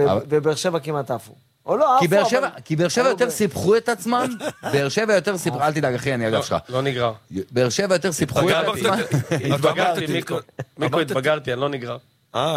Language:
Hebrew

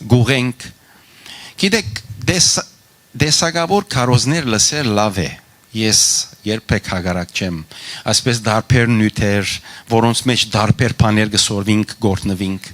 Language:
Western Armenian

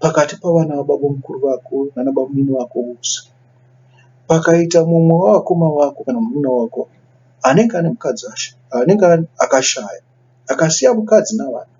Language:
Shona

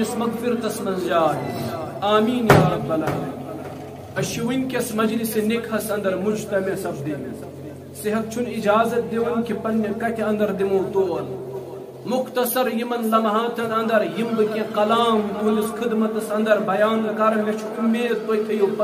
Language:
Kashmiri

